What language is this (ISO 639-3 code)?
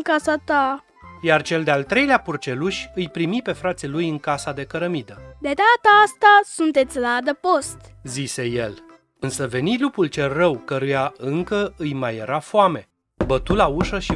ron